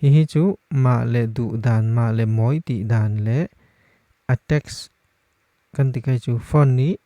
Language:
Falam Chin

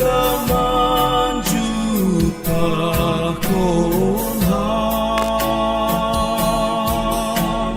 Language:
Batak Simalungun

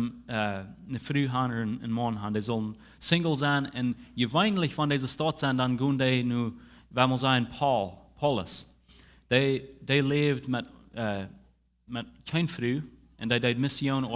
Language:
Plautdietsch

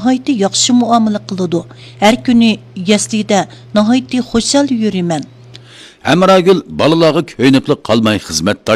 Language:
Uyghur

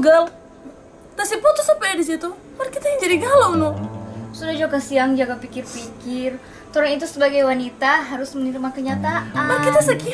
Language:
Manado Malay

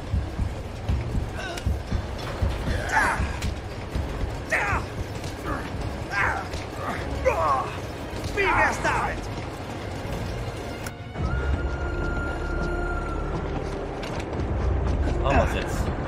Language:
German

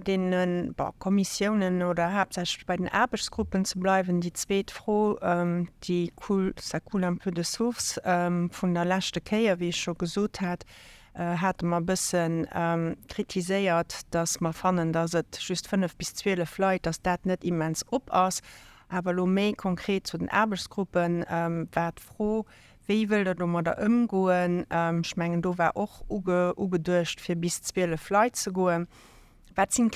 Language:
Luxembourgish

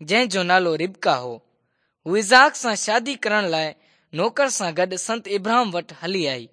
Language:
Sindhi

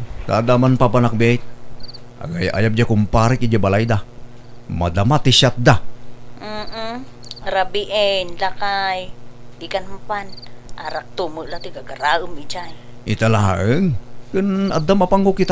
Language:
Iloko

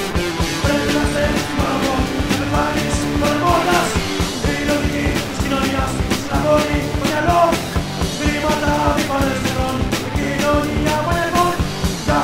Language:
Greek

